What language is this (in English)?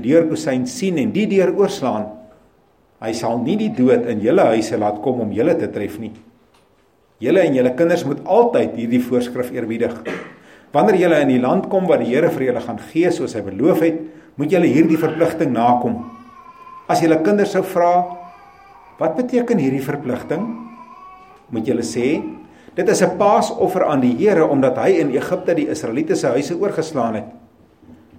Afrikaans